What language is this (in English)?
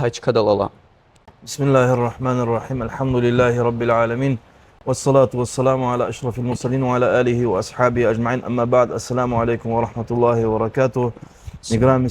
Lezghian